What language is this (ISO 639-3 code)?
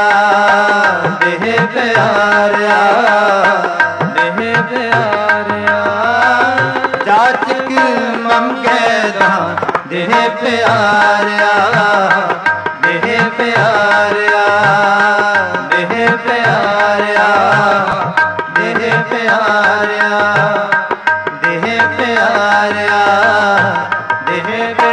pan